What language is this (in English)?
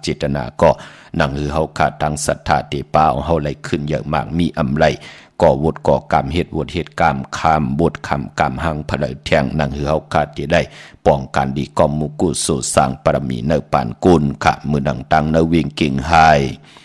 Shan